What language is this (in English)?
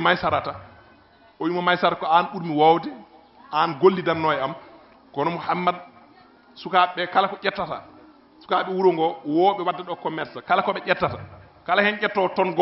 Fula